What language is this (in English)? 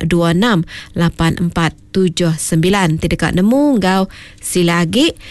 Iban